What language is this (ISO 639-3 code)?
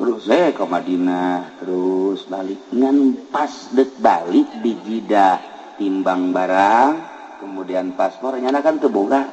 sun